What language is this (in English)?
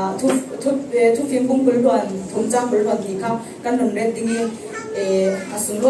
Falam Chin